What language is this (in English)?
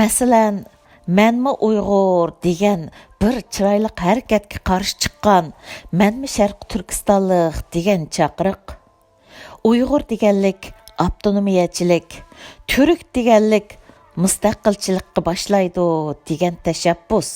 Uyghur